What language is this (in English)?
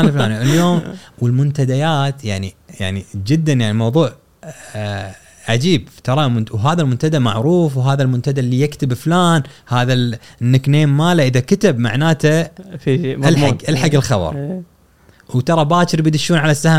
Gulf Arabic